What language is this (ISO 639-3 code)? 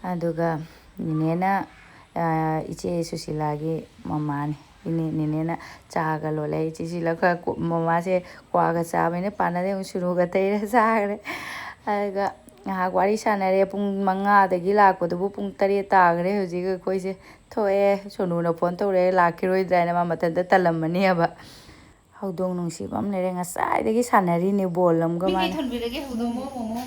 mni